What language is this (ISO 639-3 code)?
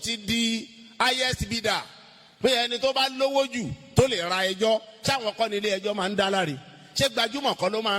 yor